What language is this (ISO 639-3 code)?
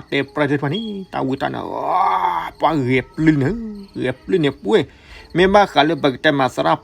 ksw